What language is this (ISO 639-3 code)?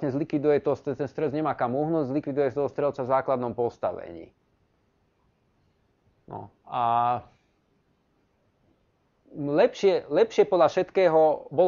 slk